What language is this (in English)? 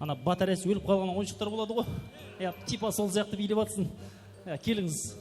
Kara-Kalpak